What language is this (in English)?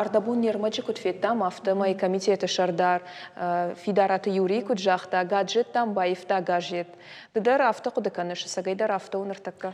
Ossetic